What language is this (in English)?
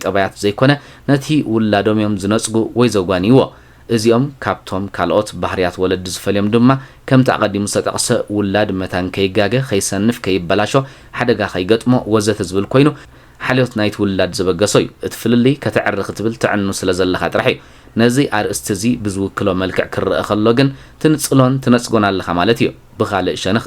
Tigrinya